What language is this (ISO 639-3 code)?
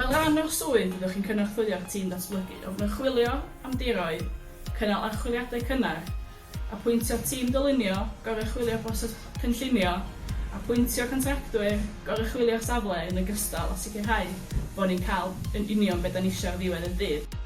cym